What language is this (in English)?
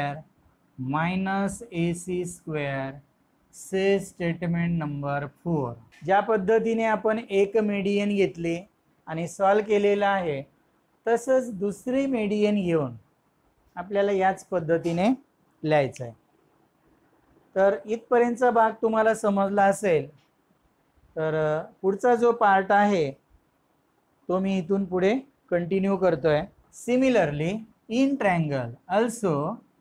Marathi